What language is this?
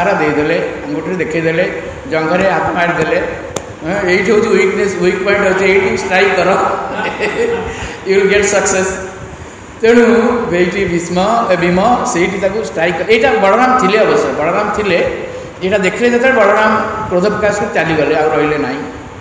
Odia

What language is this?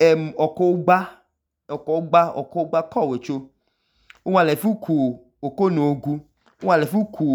Idoma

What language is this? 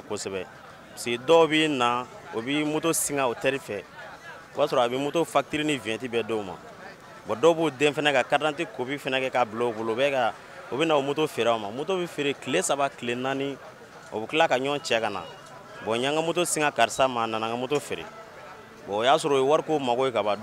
Bambara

